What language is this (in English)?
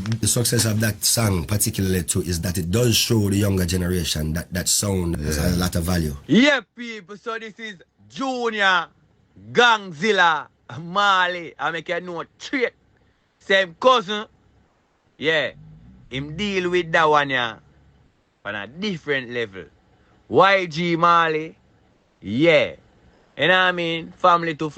Jamaican Creole English